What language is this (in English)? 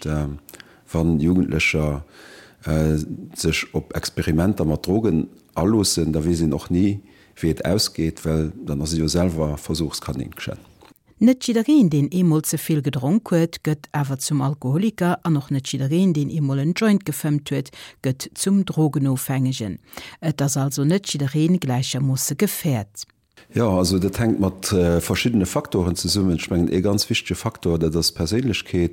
Luxembourgish